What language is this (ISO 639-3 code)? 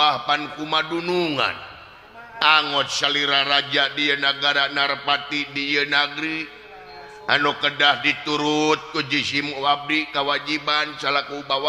sun